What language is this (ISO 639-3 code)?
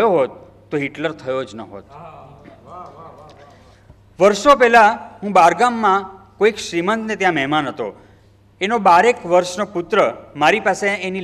guj